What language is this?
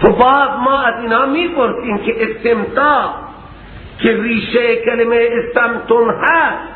Persian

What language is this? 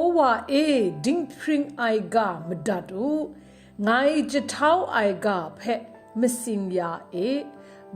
Kachin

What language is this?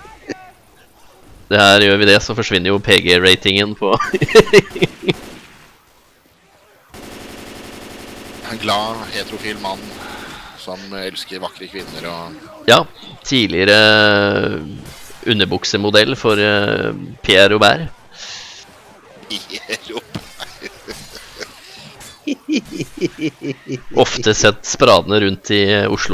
Norwegian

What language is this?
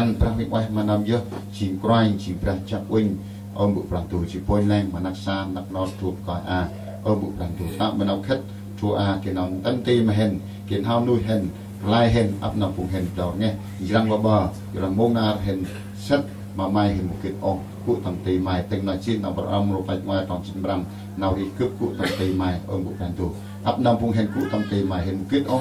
Central Mnong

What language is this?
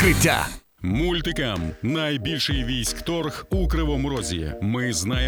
Ukrainian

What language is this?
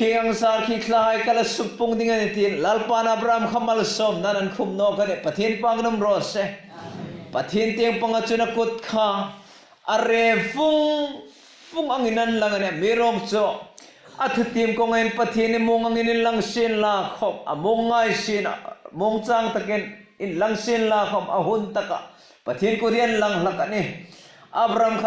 Hmar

